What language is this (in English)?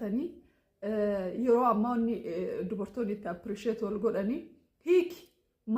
Oromo